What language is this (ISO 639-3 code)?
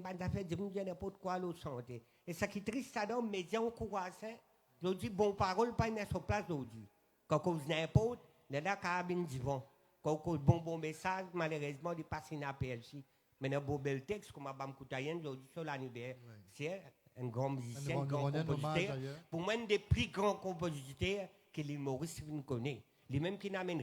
mfe